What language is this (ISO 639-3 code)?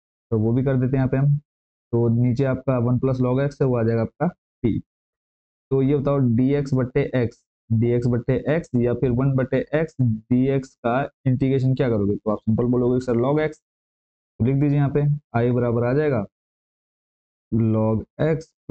hin